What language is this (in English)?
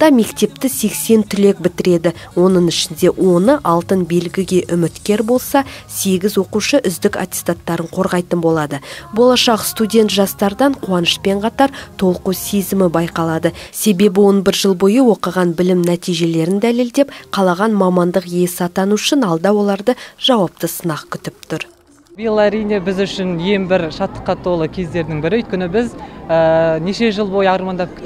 Kazakh